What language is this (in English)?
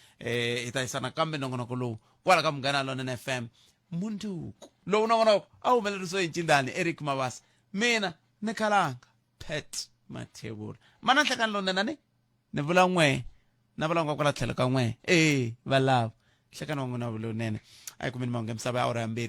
Tsonga